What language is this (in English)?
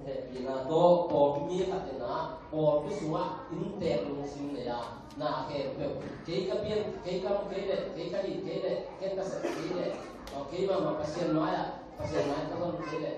Tedim Chin